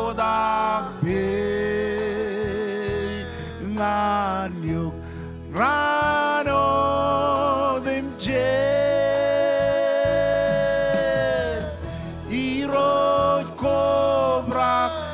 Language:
Marshallese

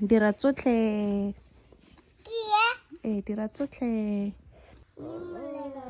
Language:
Tswana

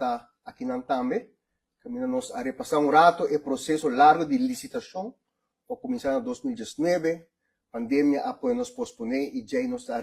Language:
Papiamento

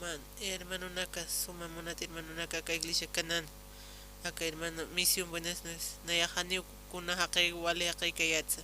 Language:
Aymara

